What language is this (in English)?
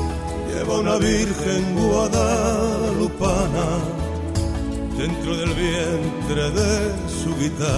Spanish